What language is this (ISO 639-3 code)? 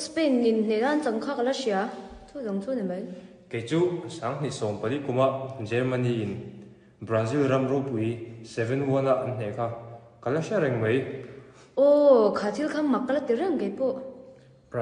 lus